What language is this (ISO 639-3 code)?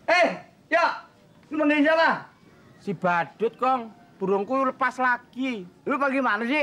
bew